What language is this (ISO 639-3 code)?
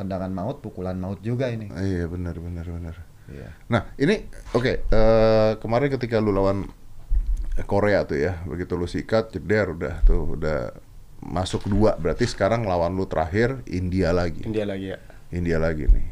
ind